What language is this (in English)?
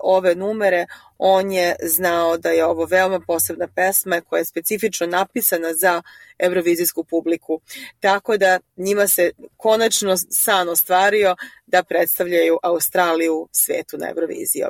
Serbian